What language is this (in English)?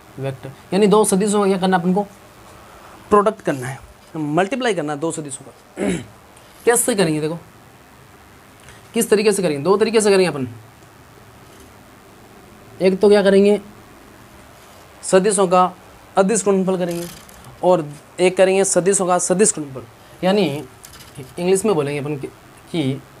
Hindi